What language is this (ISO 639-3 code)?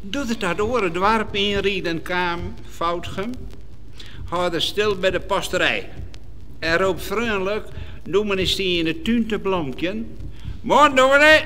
fry